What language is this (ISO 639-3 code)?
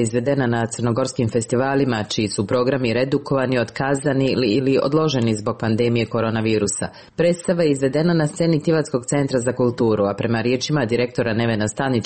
srp